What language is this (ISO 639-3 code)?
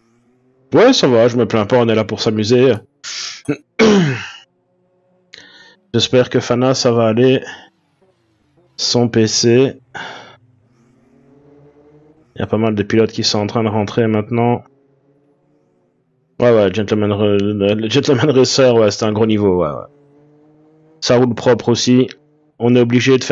fra